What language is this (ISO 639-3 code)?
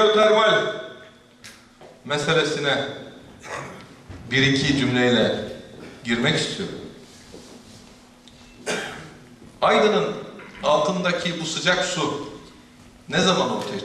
tur